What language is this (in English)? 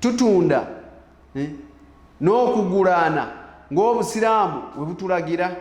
Ganda